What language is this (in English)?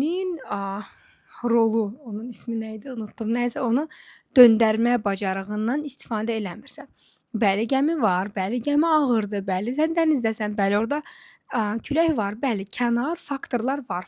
Azerbaijani